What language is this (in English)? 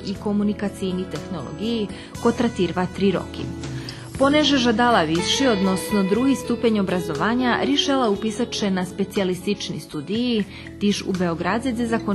Rusyn